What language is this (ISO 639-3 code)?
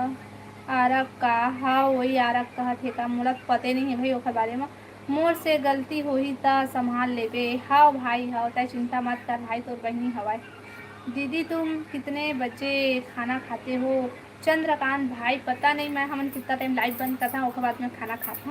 hne